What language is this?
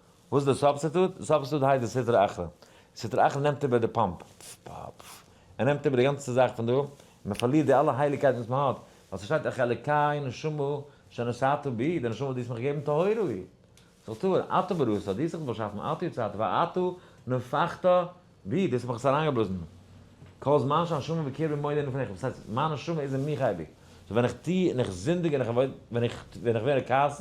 Yiddish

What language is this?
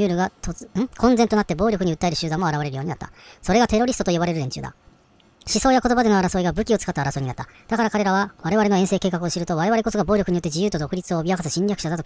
Japanese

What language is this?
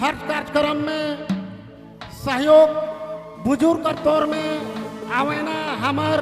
Sadri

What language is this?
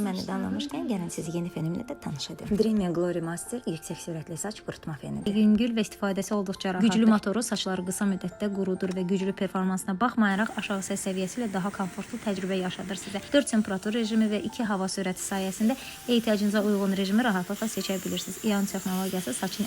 Azerbaijani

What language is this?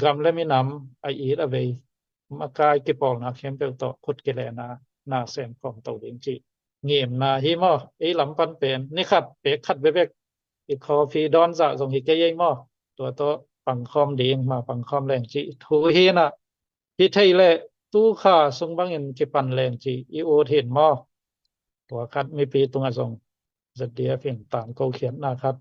Tedim Chin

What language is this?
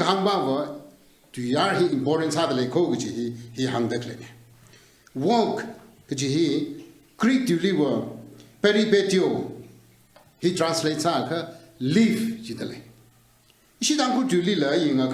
Tangkhul Naga (India)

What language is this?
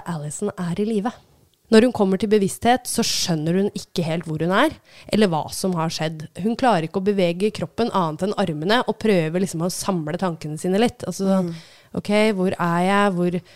Norwegian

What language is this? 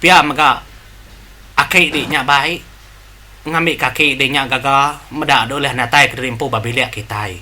Iban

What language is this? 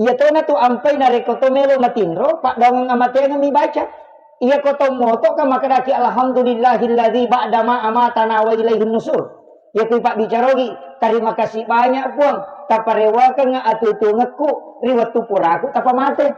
Buginese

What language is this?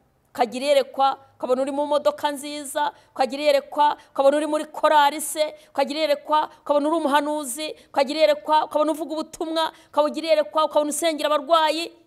Kinyarwanda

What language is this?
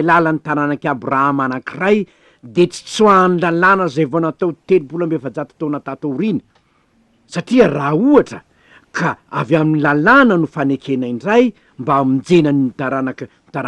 Malagasy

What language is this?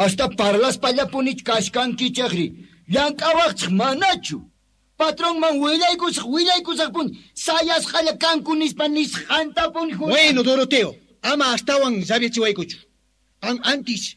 Quechua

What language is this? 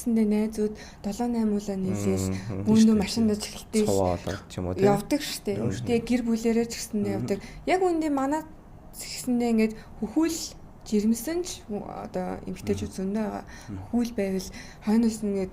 Mongolian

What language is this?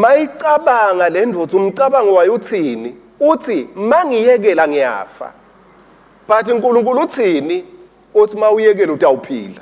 Swati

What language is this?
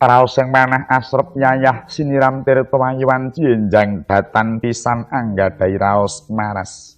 Javanese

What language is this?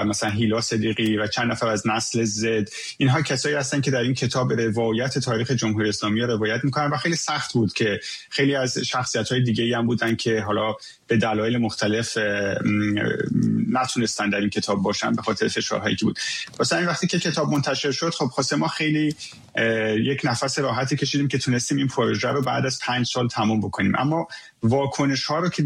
Persian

